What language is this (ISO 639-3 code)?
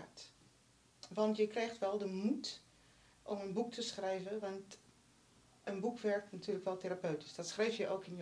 nld